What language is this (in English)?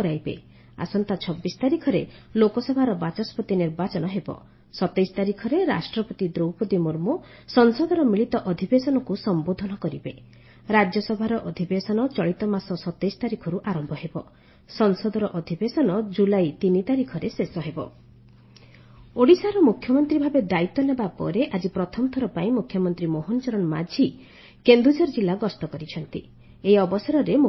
Odia